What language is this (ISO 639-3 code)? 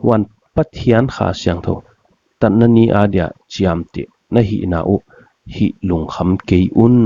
pck